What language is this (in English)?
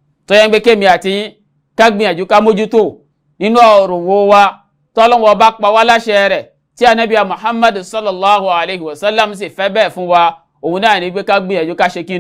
Yoruba